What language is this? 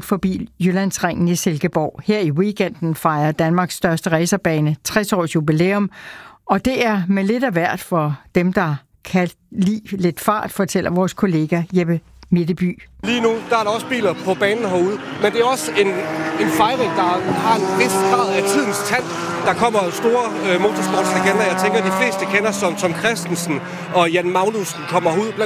Danish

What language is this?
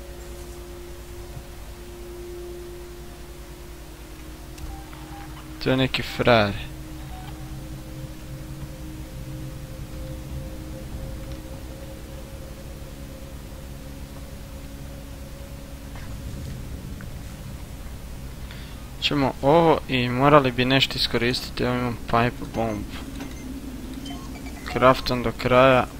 Croatian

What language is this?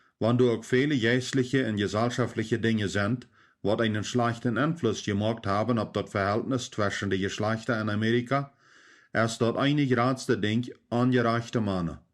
Plautdietsch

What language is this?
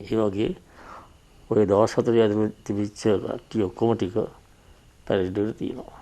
Sinhala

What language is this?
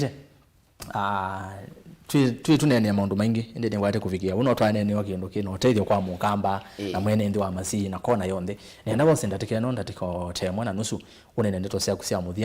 Kamba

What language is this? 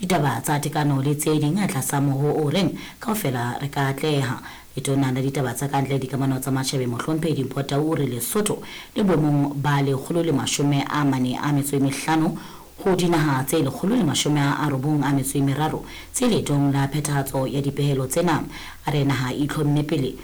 Southern Sotho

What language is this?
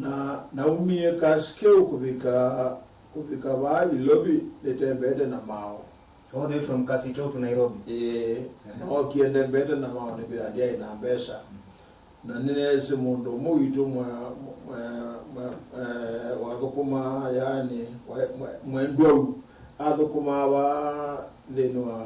Kamba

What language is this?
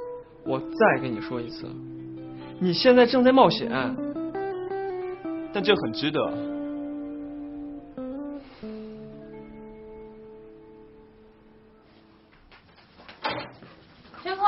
Chinese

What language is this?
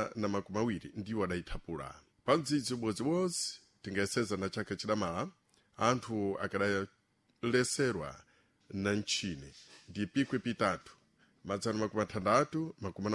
Sena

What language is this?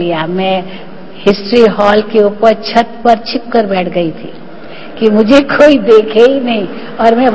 Hindi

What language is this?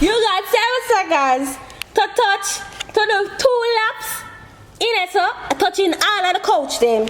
Jamaican Creole English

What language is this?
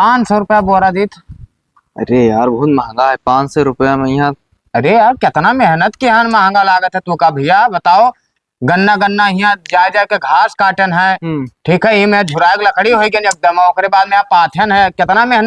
Awadhi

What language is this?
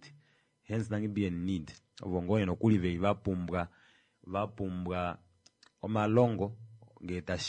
Kuanyama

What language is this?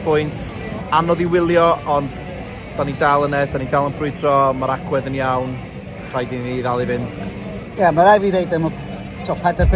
Welsh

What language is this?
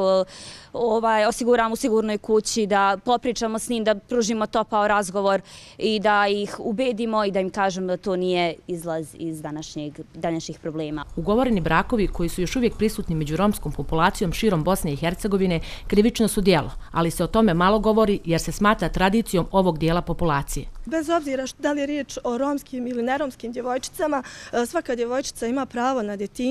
Bosnian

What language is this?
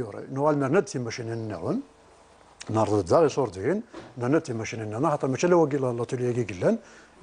Kabyle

